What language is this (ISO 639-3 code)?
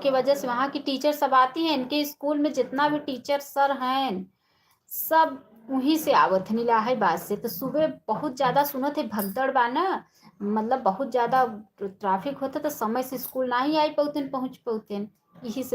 awa